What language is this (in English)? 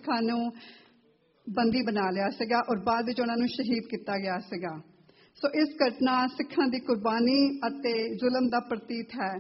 Punjabi